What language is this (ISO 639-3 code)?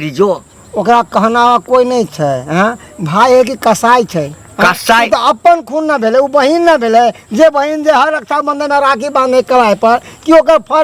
mai